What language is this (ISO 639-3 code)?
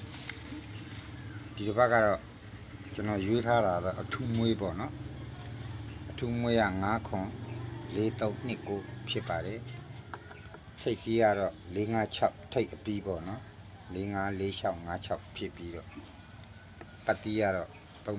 mya